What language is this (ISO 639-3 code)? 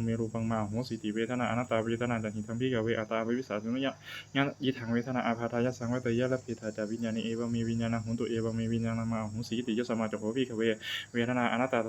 pli